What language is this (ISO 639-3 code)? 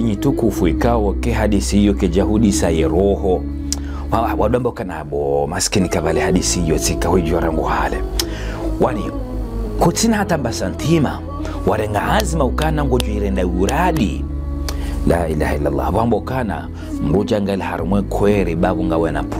zdj